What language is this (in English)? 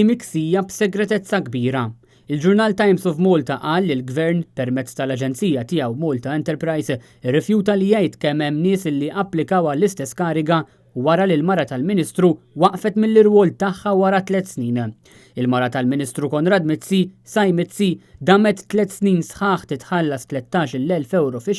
Maltese